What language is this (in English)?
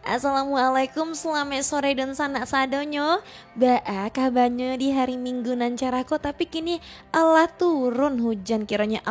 Minangkabau